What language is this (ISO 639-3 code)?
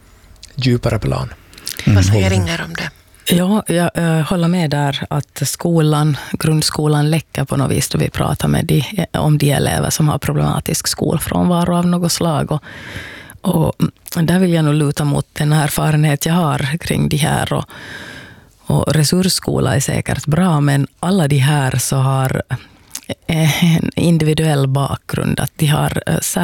swe